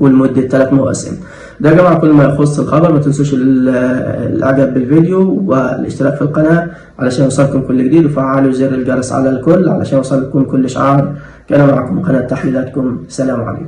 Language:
Egyptian Arabic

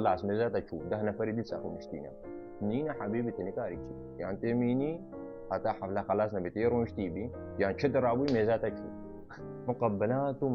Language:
Kurdish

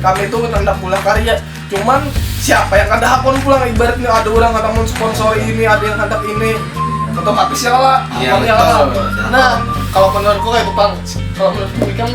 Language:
Banjar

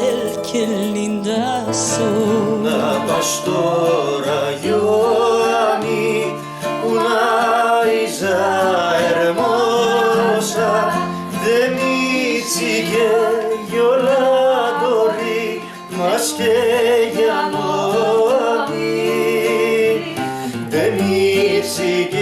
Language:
Ladino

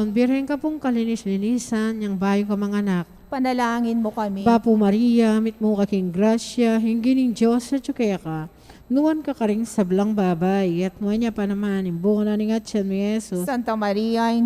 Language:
Pampanga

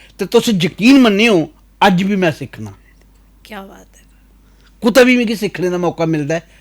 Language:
Dogri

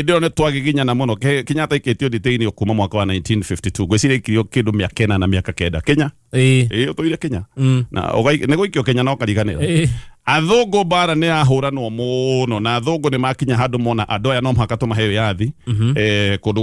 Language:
Kikuyu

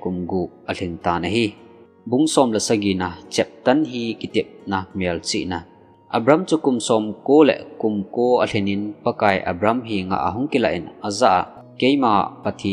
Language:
Thado Chin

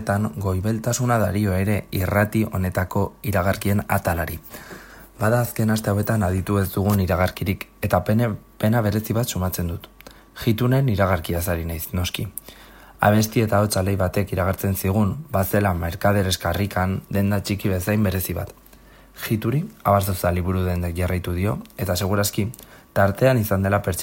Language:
Basque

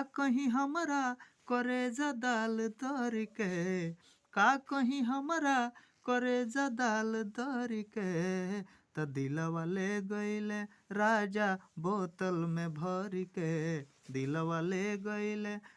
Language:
Bhojpuri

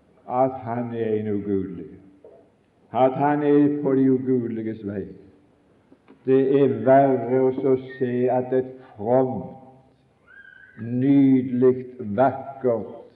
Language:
Norwegian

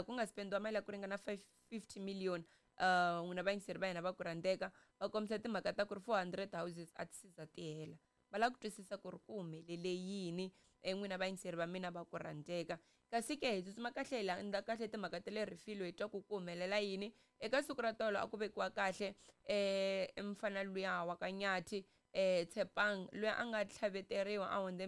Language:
Tsonga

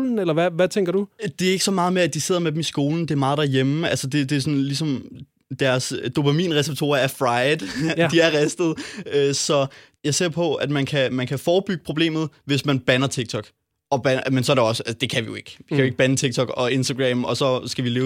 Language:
Danish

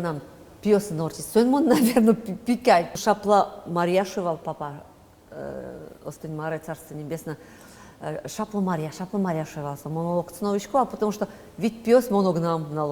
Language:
Udmurt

